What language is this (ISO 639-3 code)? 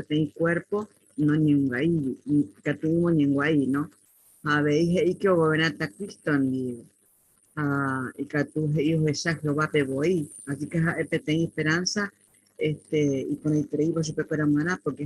grn